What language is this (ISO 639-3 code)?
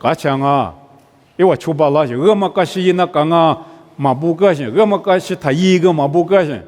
lis